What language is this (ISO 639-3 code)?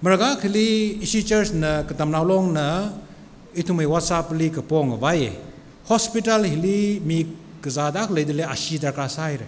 nmf